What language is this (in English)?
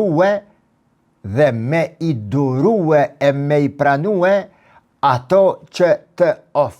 Albanian